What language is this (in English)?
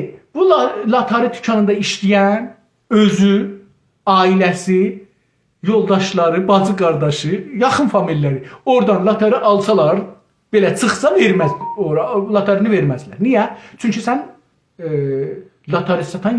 South Azerbaijani